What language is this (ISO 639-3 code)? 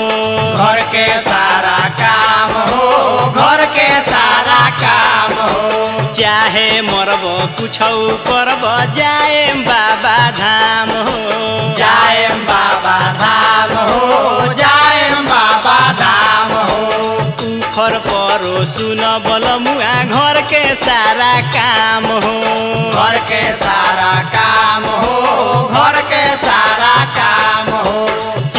bho